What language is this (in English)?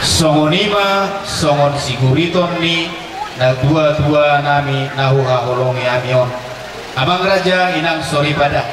Batak Toba